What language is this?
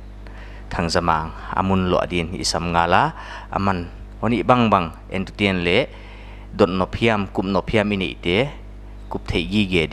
Paite Chin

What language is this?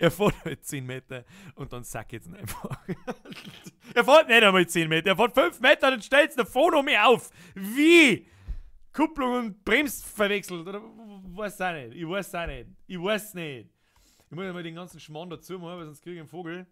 Bavarian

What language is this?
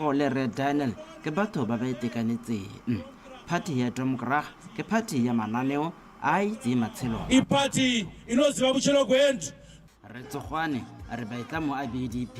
Tswana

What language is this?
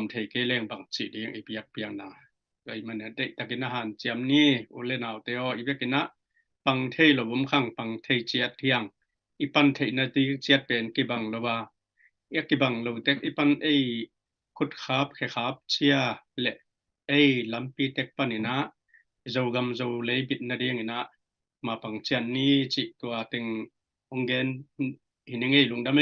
Tedim Chin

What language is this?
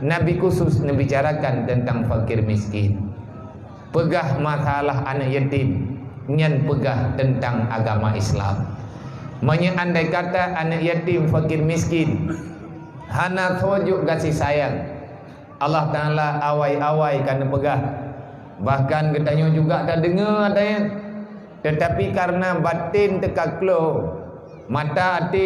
Achinese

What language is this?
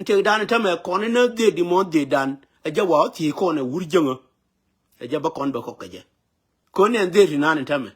Nuer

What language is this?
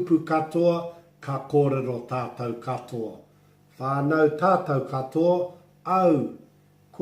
Māori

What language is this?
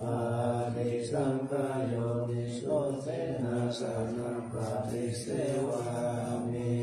Pali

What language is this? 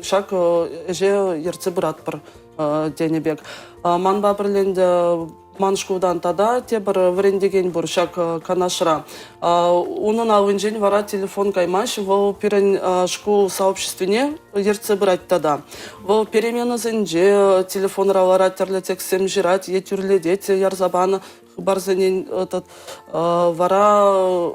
Chuvash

